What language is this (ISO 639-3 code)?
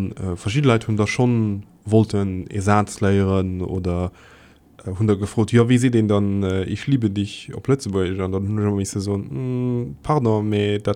ltz